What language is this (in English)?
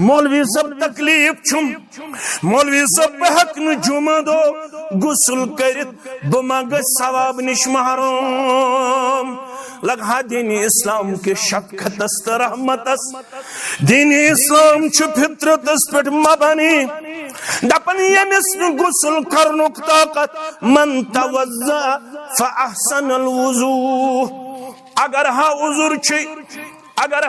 Kashmiri